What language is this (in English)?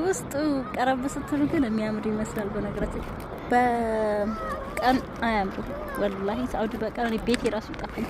Amharic